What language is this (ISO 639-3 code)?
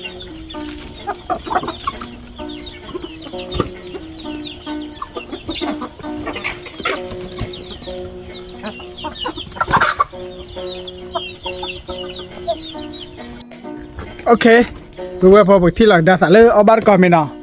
ksw